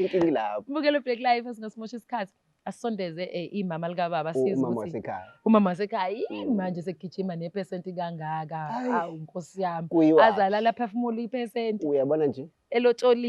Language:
Zulu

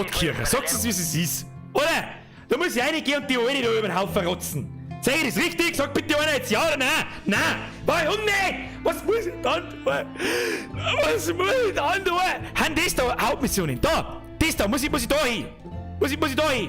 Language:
Bavarian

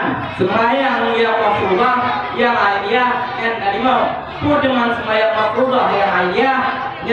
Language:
Achinese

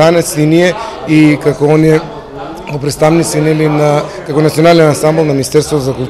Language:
Macedonian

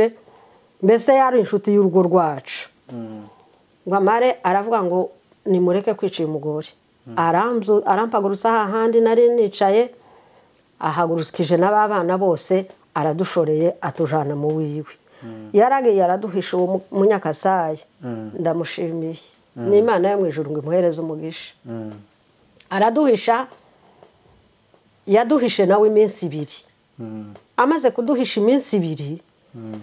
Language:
Kinyarwanda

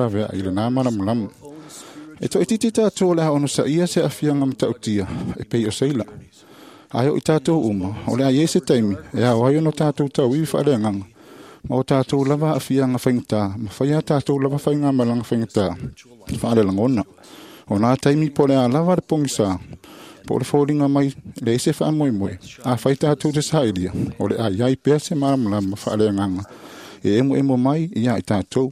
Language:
Samoan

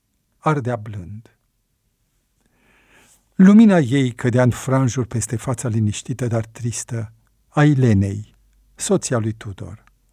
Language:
Romanian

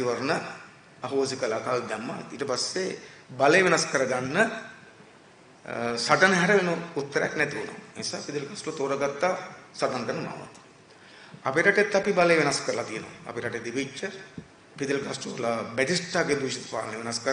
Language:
Sinhala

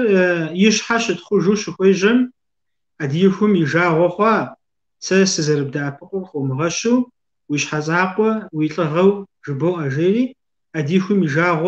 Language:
Kabardian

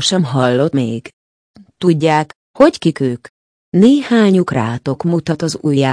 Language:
Hungarian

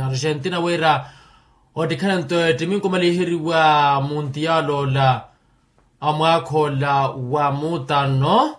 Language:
Makhuwa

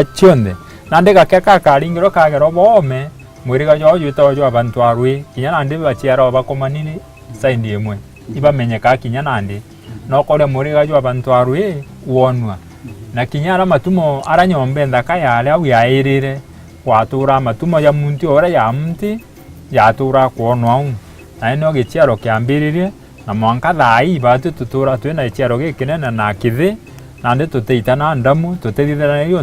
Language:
Meru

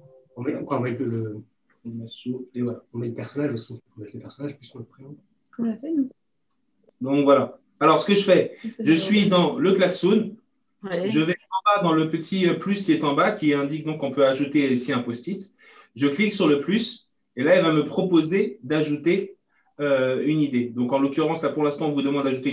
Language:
French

